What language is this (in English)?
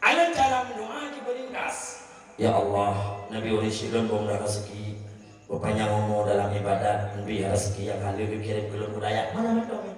Achinese